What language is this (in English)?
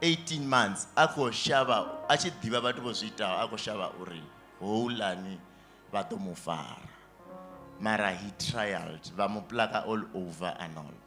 Venda